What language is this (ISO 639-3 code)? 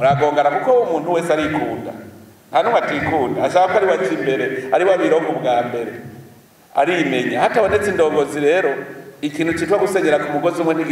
run